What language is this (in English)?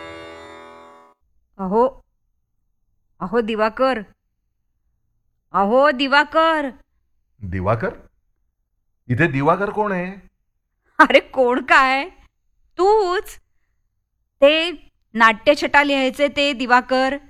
Marathi